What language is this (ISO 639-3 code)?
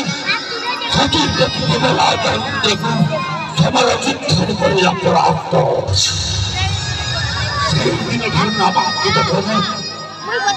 ori